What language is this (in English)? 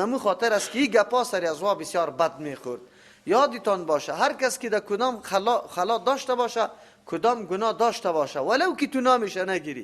Persian